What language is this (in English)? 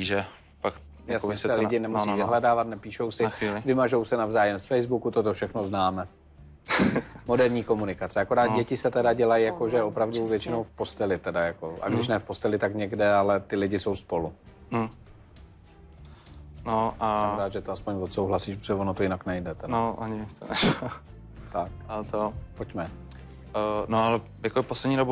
Czech